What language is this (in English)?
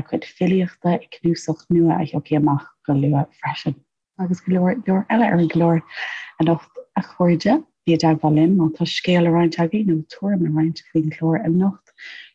Irish